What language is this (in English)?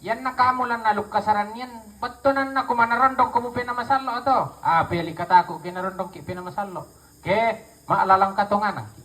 Toraja-Sa'dan